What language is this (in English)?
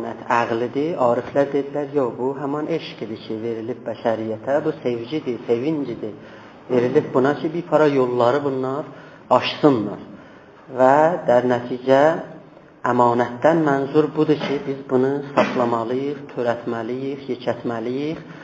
South Azerbaijani